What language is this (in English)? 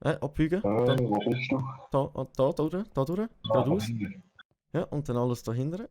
Swiss German